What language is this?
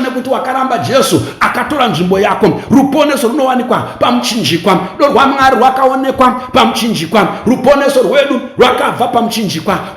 Shona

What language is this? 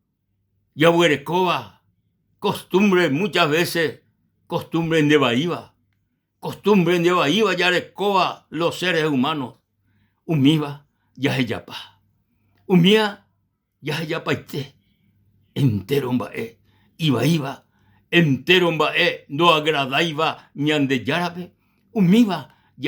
Guarani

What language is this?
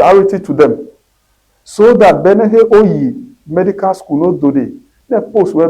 Ewe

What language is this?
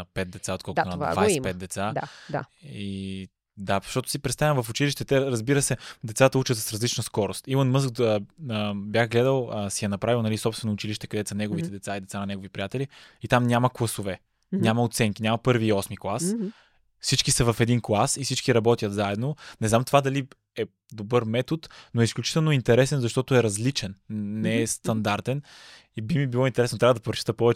Bulgarian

